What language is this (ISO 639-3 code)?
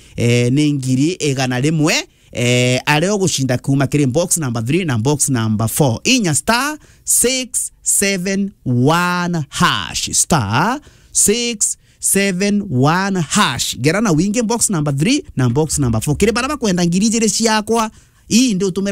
mer